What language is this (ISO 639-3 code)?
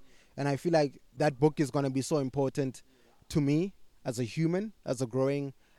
eng